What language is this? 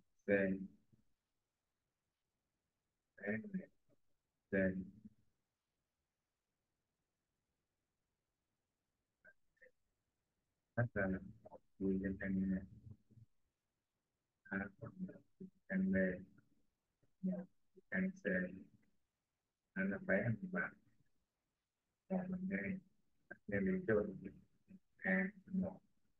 Vietnamese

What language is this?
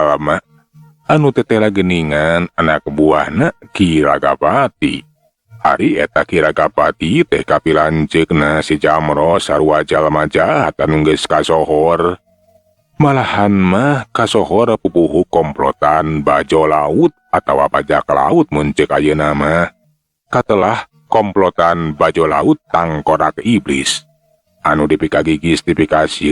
Sundanese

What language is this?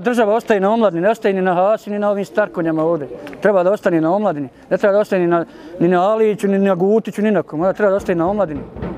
Bosnian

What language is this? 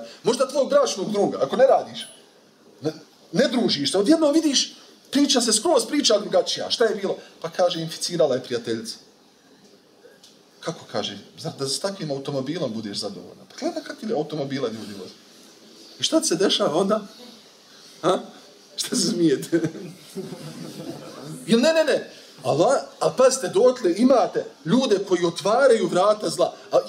Bosnian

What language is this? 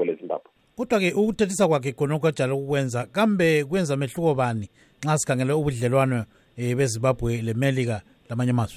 North Ndebele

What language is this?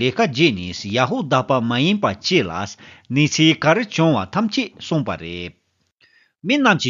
Tibetan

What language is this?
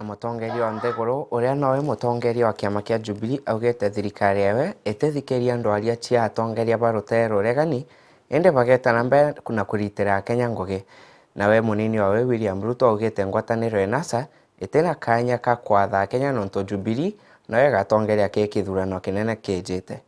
Meru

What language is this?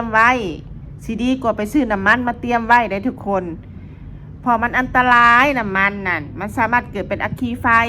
Lao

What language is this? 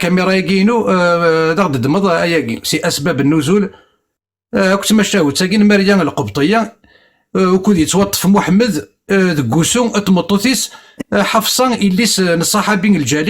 Kabyle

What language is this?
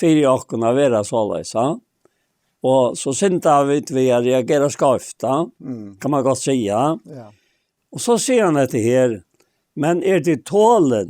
Faroese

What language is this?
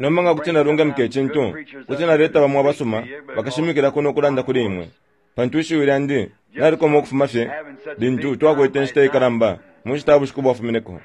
Bemba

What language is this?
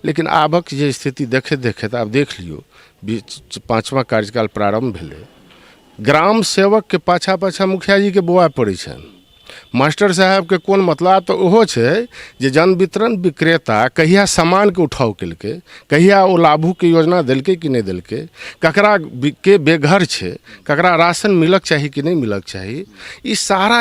Maithili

